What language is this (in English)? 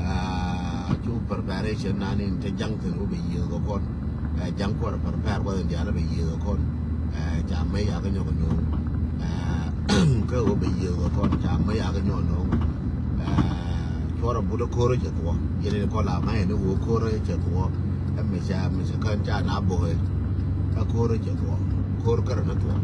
Nuer